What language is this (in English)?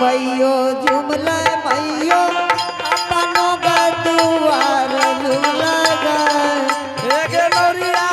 Angika